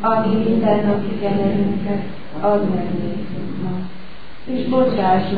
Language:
Hungarian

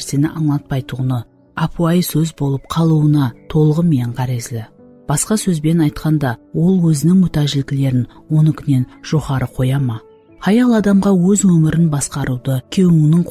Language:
Kara-Kalpak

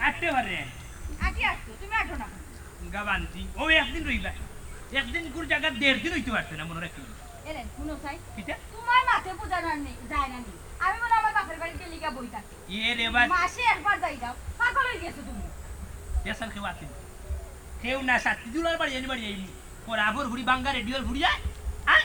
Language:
Sylheti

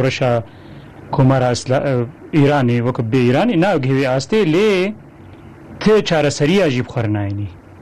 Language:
Kurdish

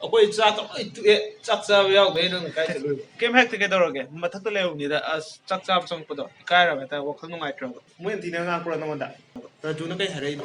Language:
Manipuri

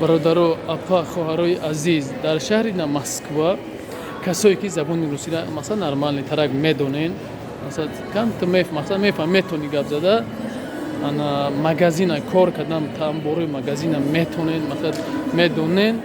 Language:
Tajik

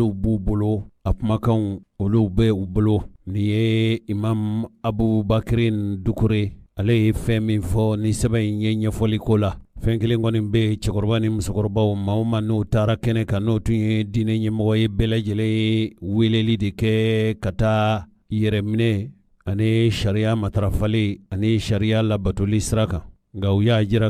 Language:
Bambara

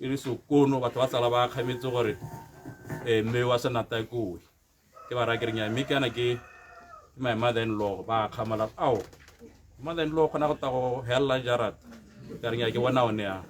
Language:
Tswana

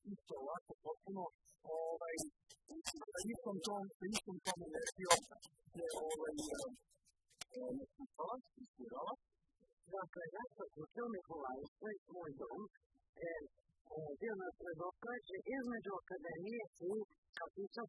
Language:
Serbian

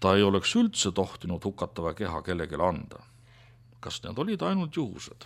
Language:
Estonian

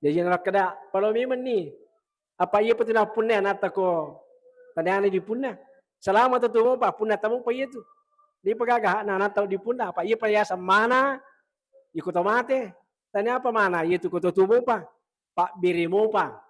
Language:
Buginese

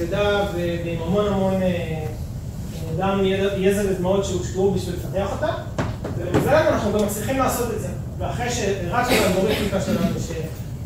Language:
Hebrew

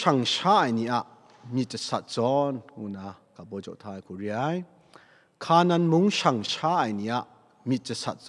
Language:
Kachin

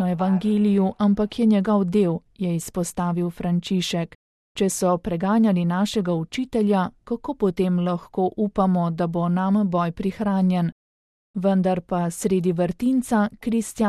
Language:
Slovenian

